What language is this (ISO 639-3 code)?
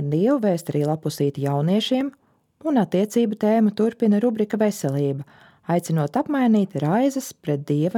lav